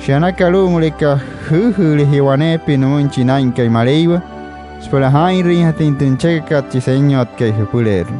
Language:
Wayuu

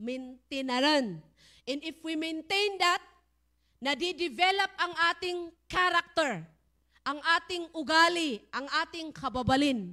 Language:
Iloko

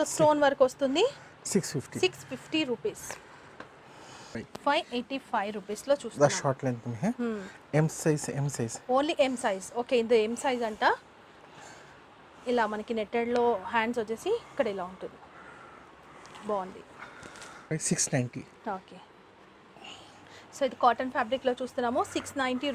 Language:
Telugu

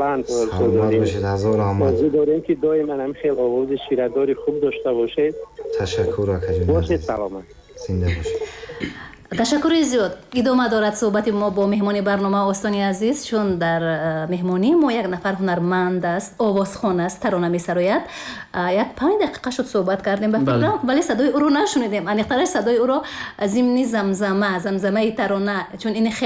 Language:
Tajik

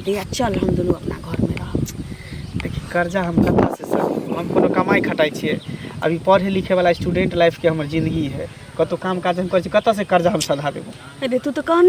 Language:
Maithili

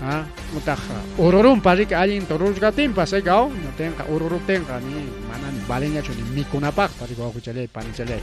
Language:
Ayacucho Quechua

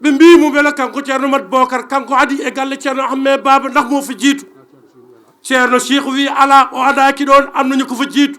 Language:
Fula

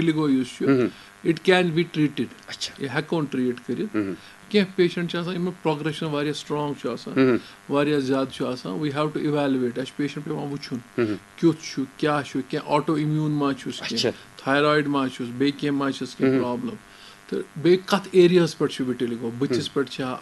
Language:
Kashmiri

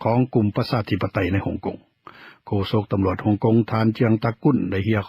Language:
Lao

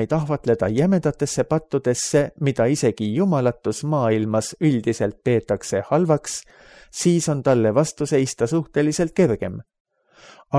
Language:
Estonian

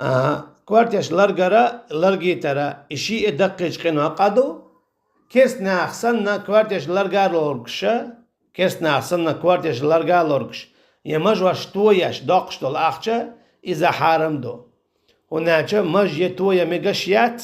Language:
Chechen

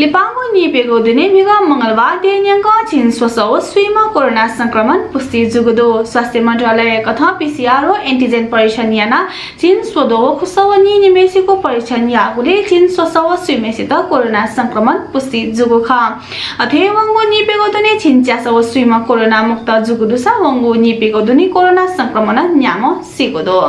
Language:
Newari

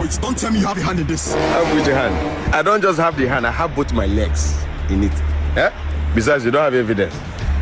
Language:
Nigerian Pidgin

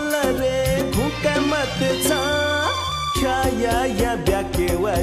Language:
Newari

